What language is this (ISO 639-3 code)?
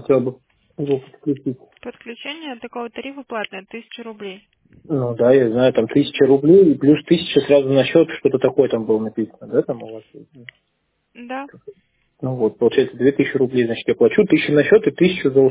rus